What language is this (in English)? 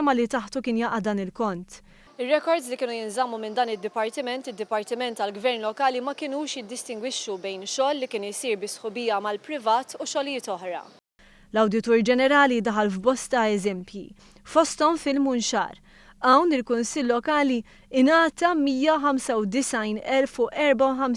Maltese